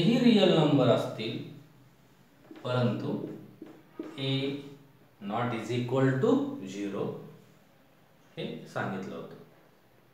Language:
Marathi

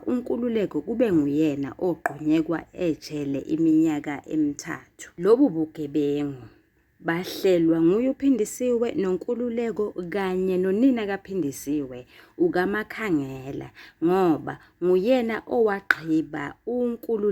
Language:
Zulu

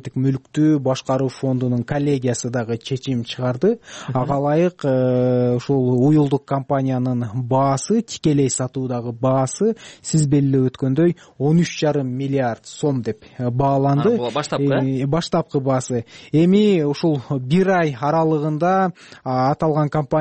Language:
Kyrgyz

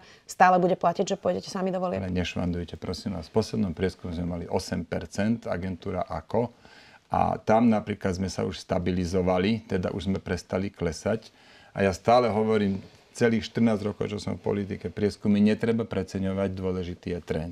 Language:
Slovak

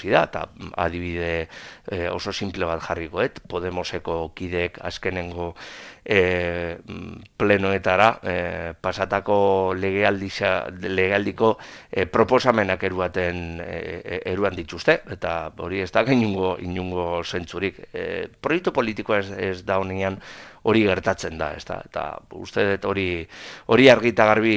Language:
Basque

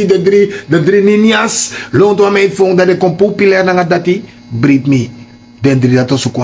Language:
Sranan Tongo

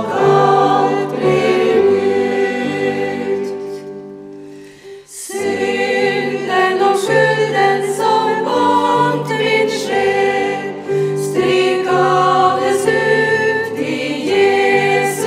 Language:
Norwegian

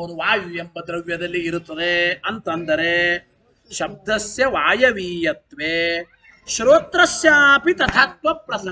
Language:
Kannada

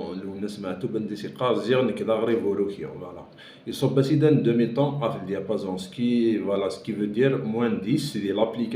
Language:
Kabyle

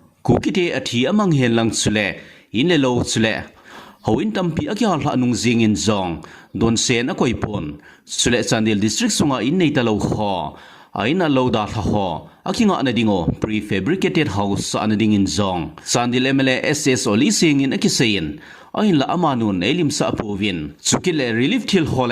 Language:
Thado Chin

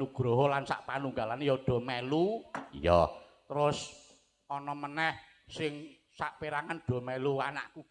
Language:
Javanese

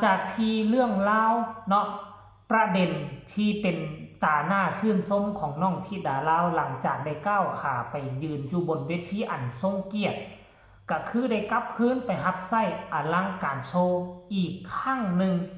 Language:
Lao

